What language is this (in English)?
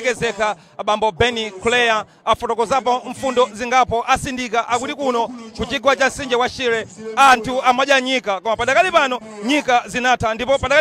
Nyanja